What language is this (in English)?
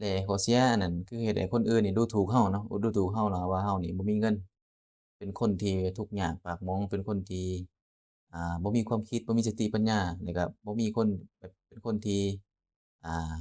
Lao